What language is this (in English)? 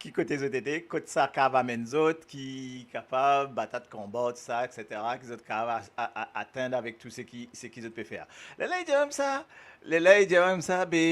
Morisyen